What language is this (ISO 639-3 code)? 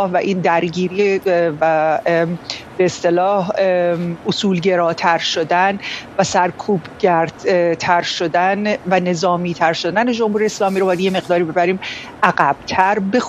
fas